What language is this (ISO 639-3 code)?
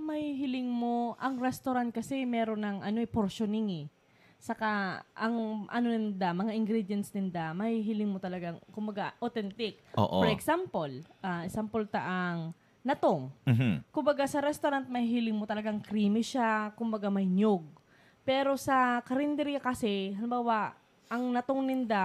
bik